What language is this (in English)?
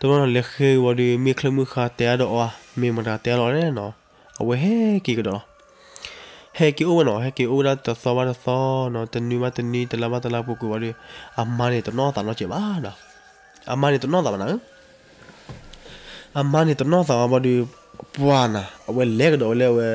S'gaw Karen